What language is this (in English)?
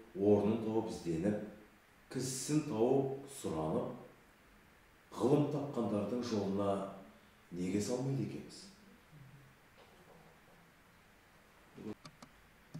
Kazakh